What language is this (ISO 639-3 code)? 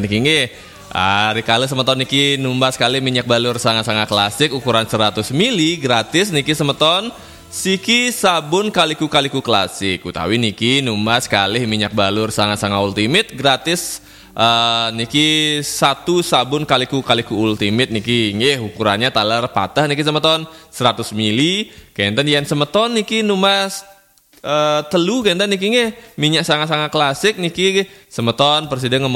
ban